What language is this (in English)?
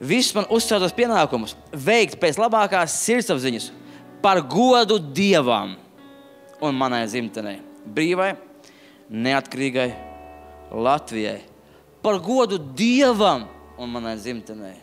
Latvian